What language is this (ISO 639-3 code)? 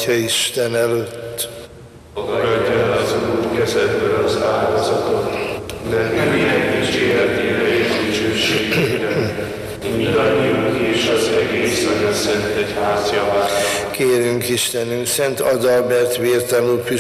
hun